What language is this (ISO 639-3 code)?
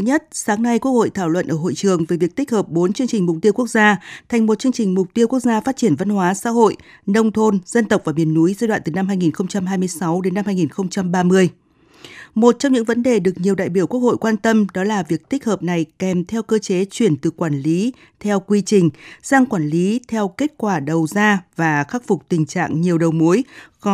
vie